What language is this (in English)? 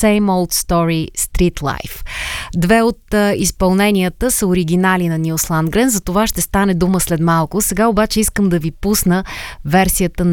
Bulgarian